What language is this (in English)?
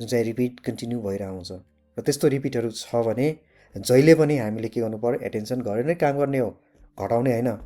Nepali